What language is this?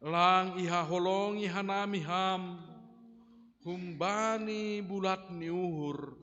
Batak Simalungun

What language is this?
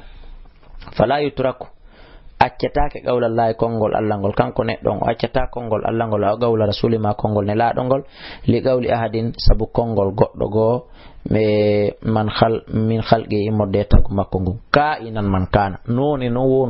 Fula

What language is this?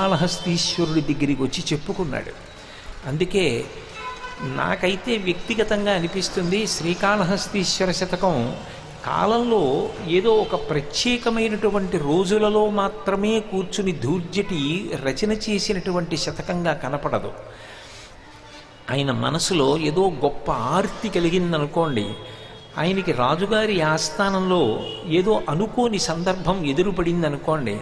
Telugu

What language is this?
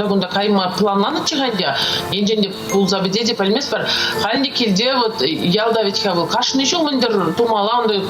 Chuvash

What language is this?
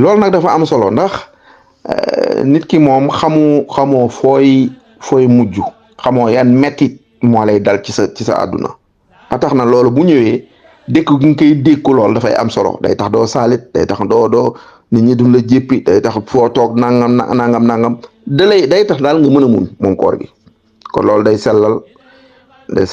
Wolof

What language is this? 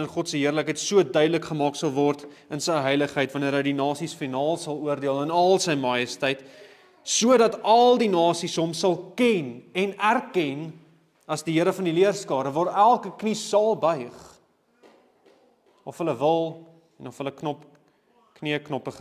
Afrikaans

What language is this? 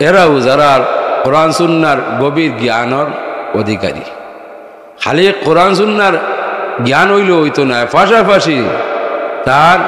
Sylheti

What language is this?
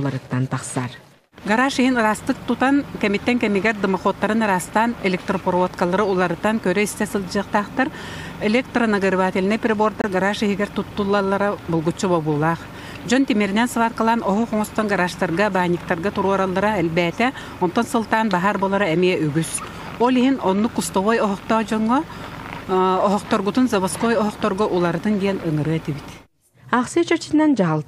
Yakut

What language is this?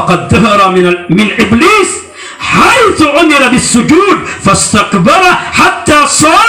Maranao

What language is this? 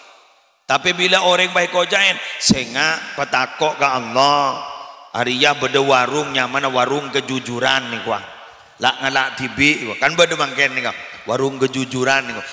Madurese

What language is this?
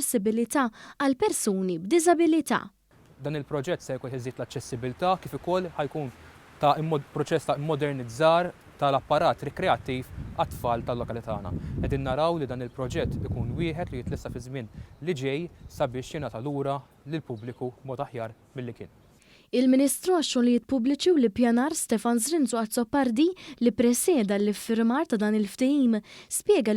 Maltese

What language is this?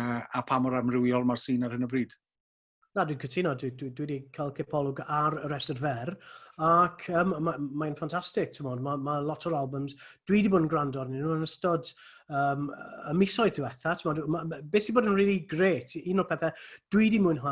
Welsh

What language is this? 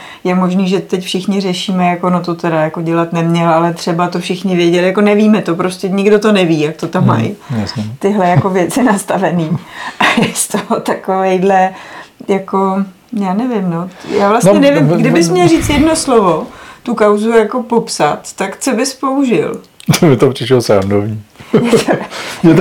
Czech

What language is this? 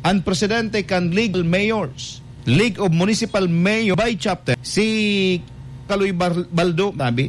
Bikol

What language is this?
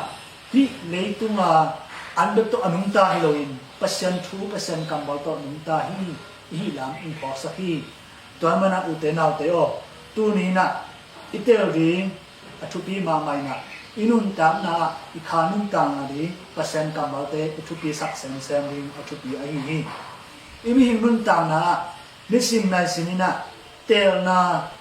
Tedim Chin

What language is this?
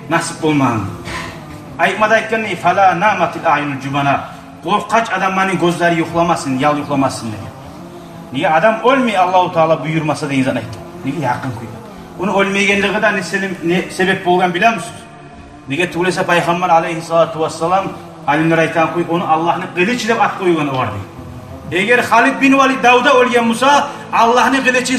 Kumyk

